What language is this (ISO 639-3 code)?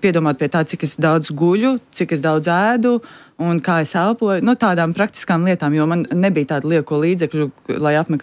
lav